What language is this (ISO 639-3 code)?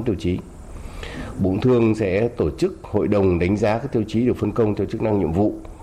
vie